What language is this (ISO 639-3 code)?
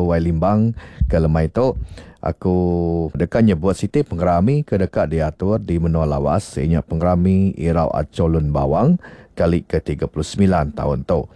iba